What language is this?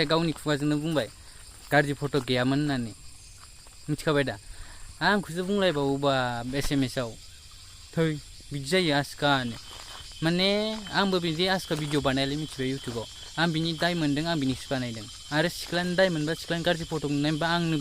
Bodo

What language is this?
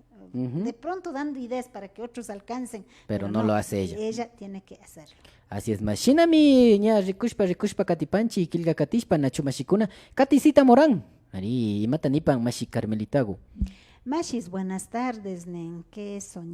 Imbabura Highland Quichua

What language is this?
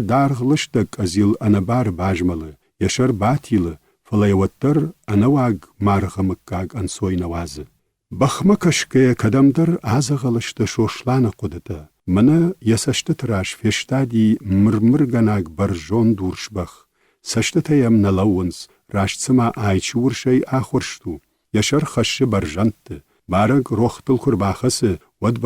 Ossetic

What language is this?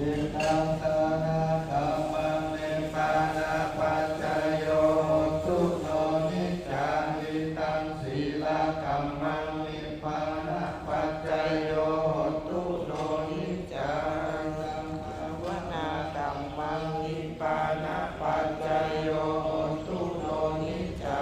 Pali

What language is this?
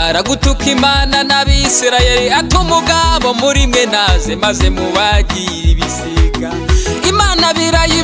Kinyarwanda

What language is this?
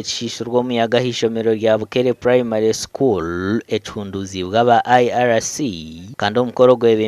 Nyankole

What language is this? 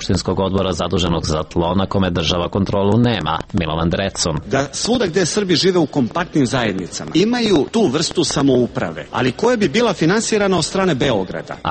Serbian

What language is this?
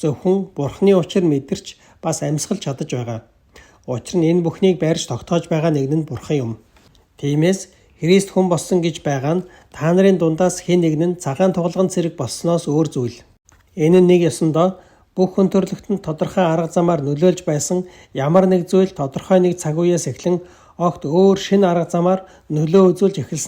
Mongolian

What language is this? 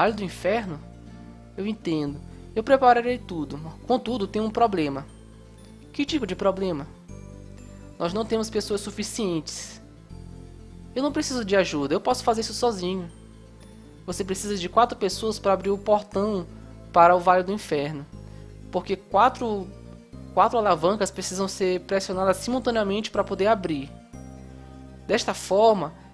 Portuguese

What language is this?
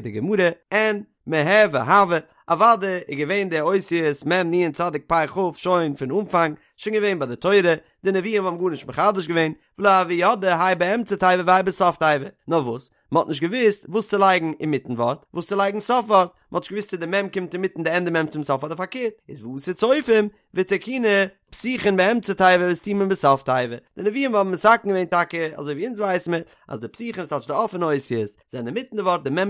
Yiddish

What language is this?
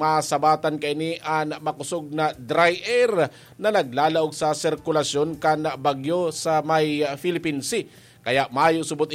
Bikol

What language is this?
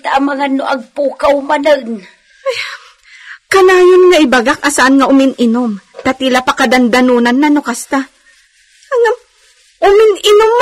Iloko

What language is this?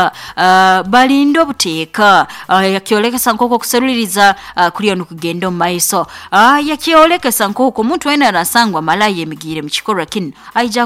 Nyoro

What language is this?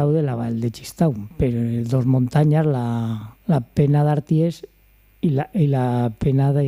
Aragonese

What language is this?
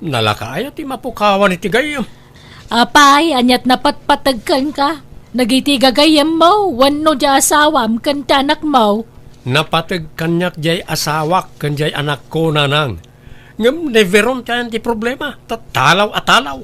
Iloko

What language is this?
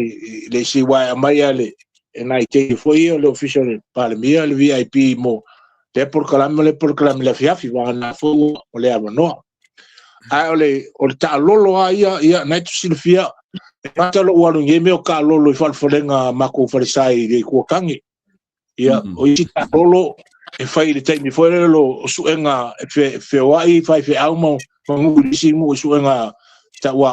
Samoan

